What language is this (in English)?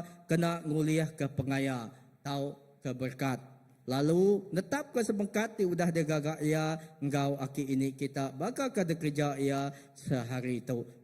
Iban